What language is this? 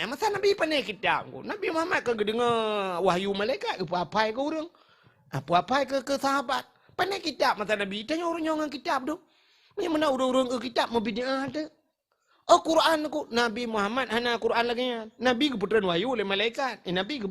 Achinese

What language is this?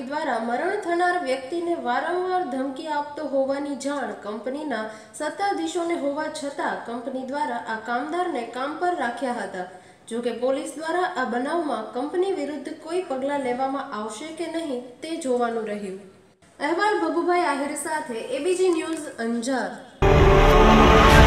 Gujarati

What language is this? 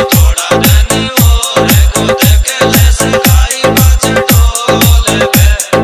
Rajasthani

